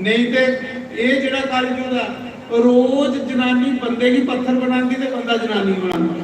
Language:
Dogri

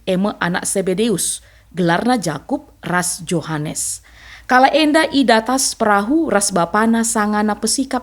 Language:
Batak Karo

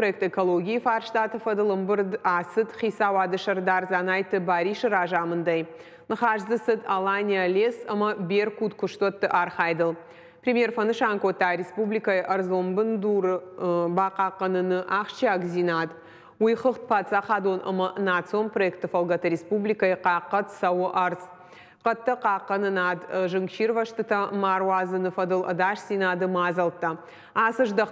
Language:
Ossetic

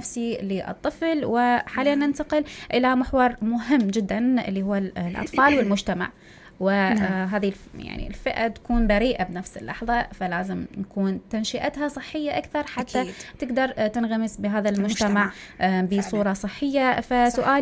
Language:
Mesopotamian Arabic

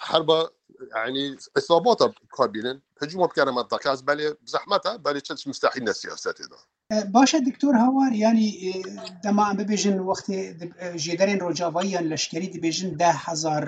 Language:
Kurdish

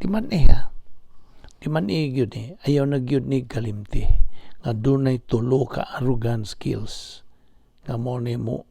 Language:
Cebuano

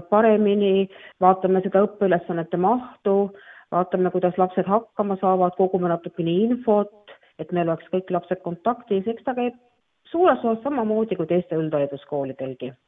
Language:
Estonian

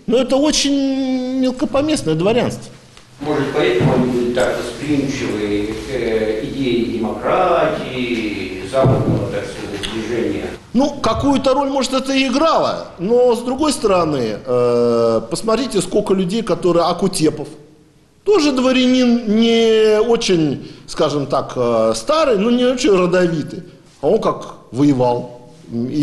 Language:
Russian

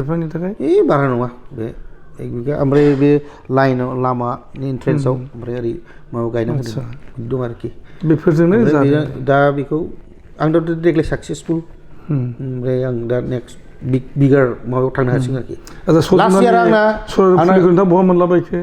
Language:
Bodo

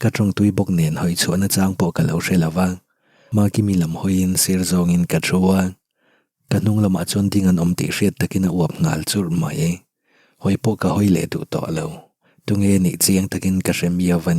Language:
Mizo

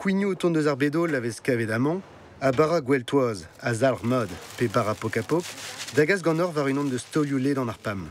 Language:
Breton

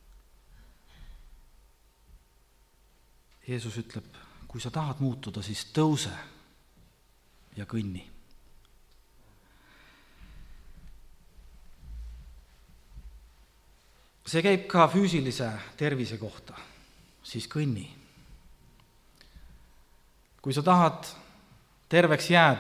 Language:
Estonian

